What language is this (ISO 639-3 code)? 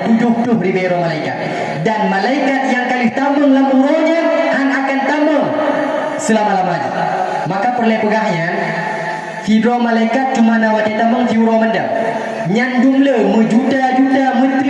ace